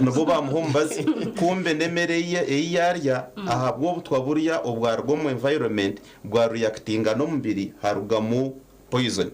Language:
Nyankole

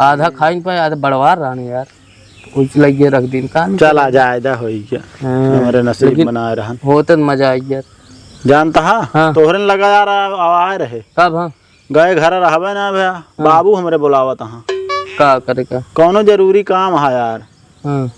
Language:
Awadhi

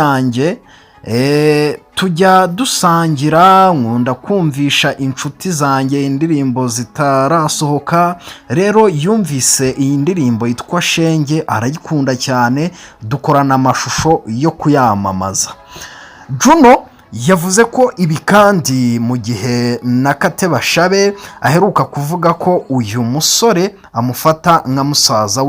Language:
Kinyarwanda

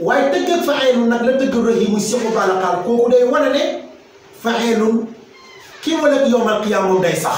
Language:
Wolof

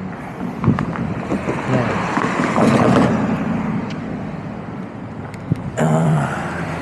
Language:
Filipino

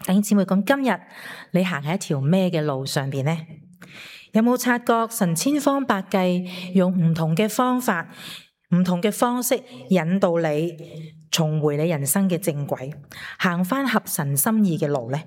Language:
Cantonese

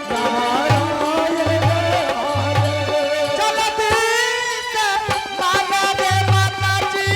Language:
Angika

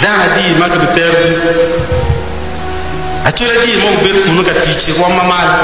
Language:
Acoli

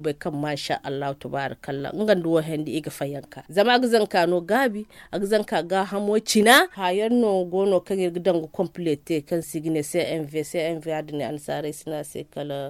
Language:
Zarma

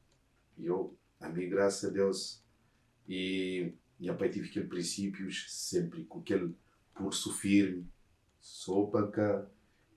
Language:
Kabuverdianu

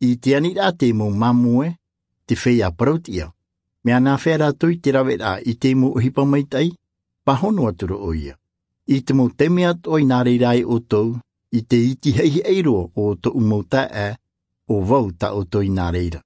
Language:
Tahitian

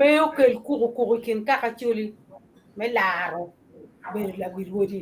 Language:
Acoli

